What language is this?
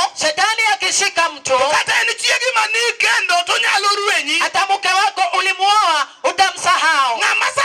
Luo (Kenya and Tanzania)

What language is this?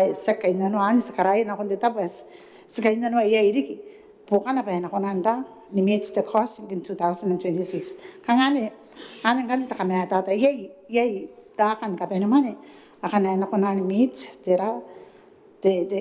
Gilbertese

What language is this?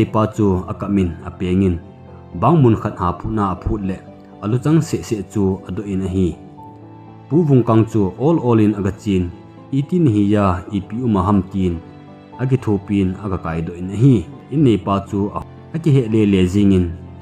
Thado Chin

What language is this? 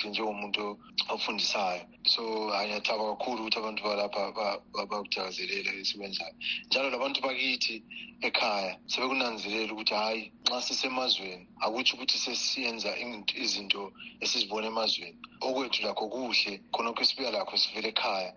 North Ndebele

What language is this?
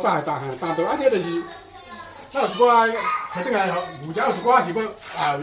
Min Nan Chinese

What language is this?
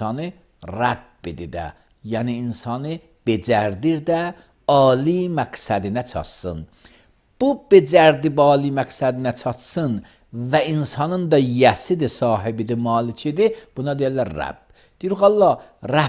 Azerbaijani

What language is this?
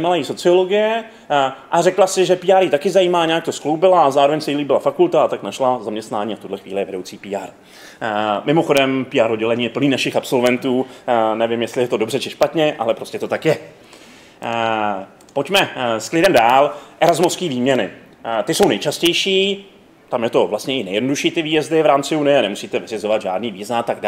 Czech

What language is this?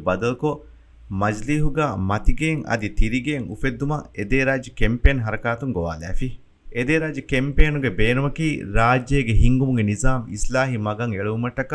Divehi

